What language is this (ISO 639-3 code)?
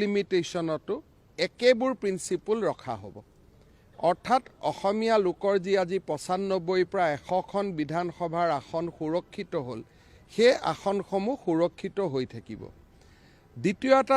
asm